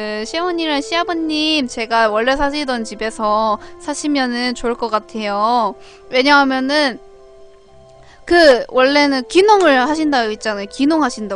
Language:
Korean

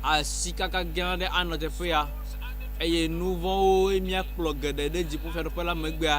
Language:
Ewe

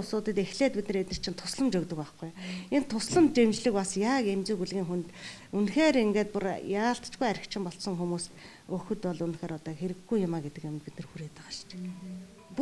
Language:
Mongolian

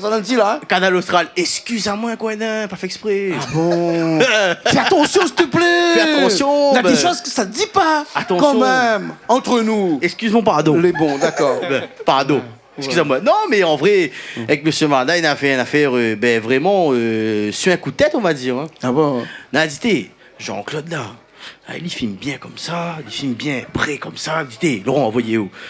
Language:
Réunion Creole French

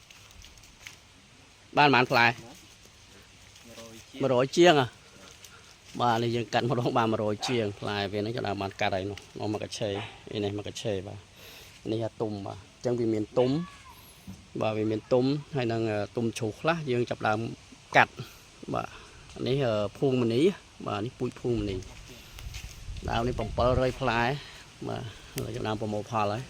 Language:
Khmer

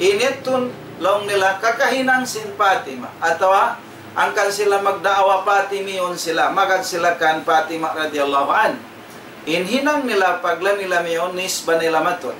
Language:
Tausug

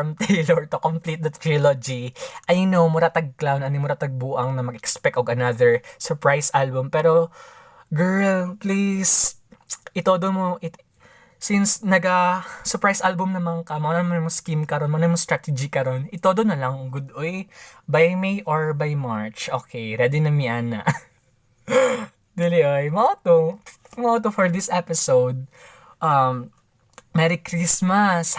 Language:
Cebuano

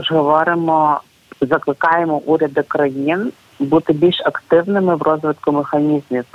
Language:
Ukrainian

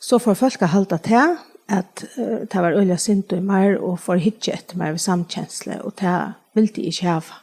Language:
Faroese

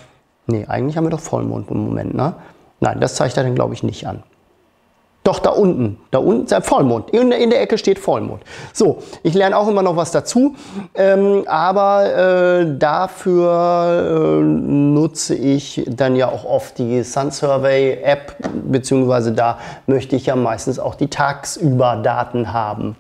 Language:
German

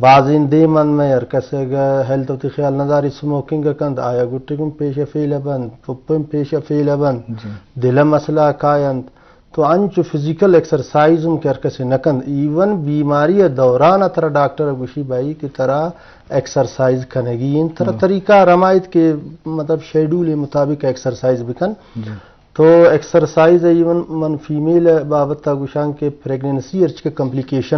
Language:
Baluchi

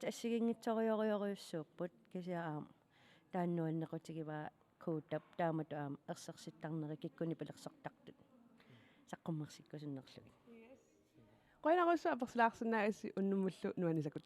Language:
Kalaallisut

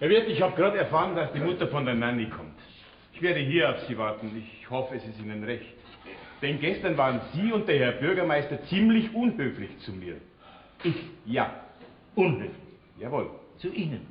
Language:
Bavarian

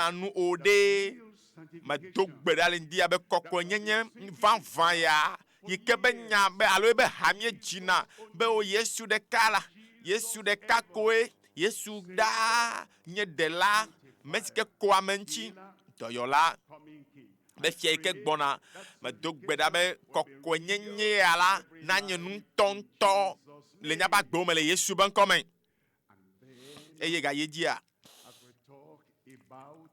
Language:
Ewe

